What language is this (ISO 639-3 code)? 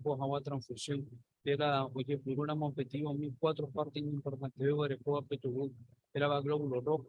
grn